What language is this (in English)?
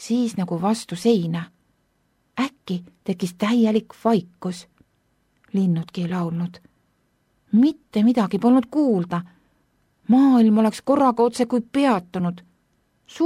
Estonian